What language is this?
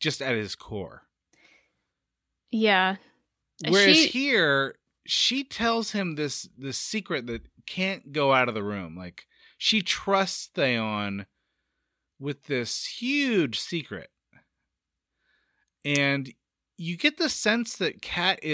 English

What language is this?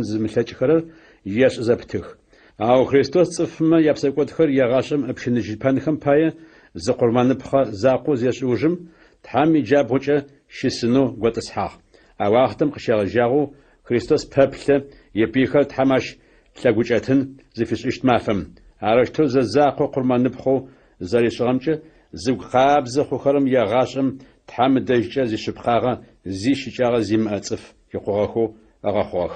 Adyghe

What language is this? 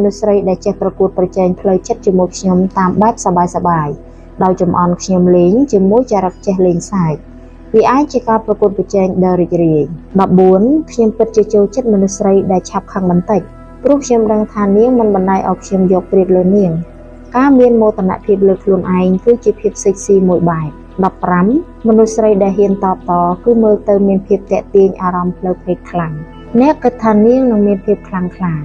Khmer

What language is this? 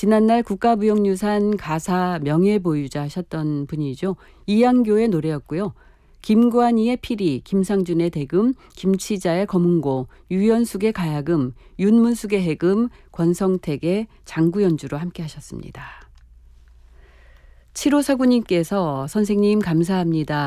Korean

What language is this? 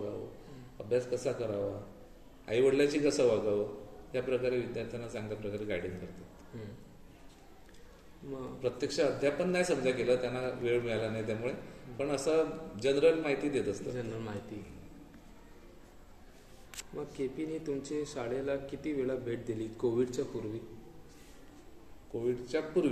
Marathi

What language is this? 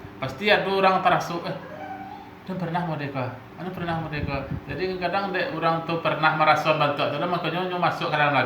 Minangkabau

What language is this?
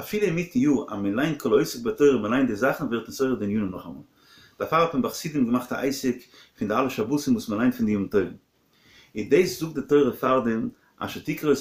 Yiddish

